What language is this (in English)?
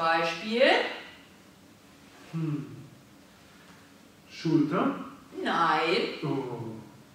German